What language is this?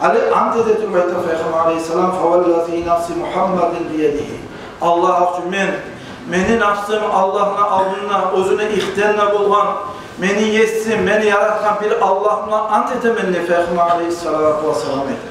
Kumyk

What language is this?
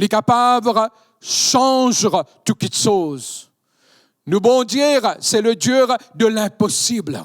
Morisyen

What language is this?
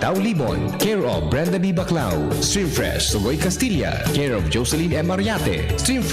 Bikol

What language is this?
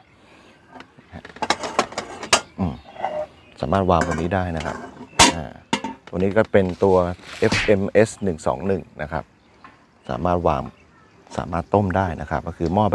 Thai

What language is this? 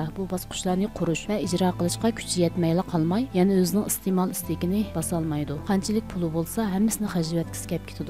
Uyghur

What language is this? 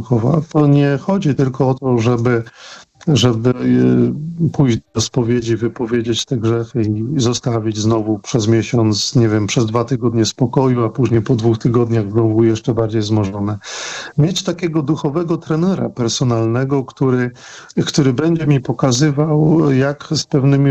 Polish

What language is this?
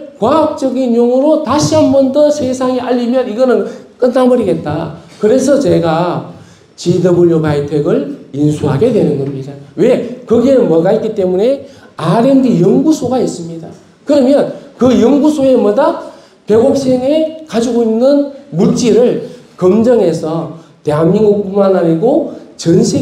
Korean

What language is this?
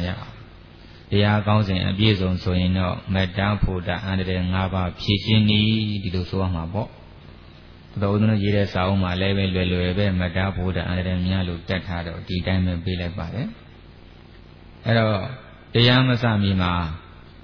Burmese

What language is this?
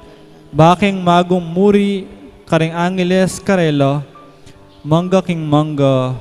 Pampanga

